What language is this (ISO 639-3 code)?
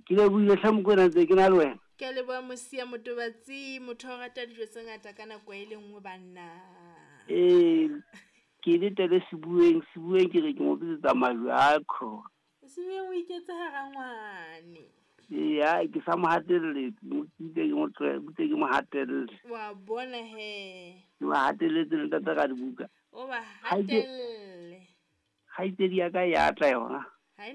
sot